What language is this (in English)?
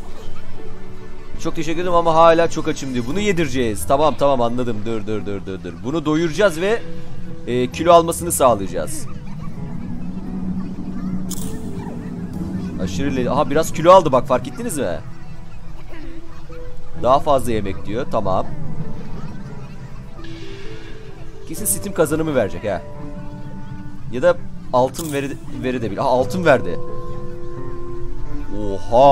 Turkish